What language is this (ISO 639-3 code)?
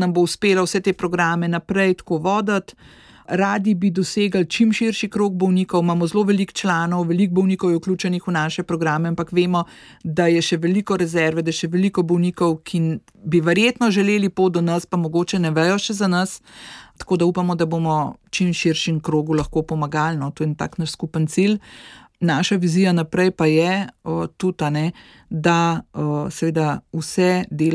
slv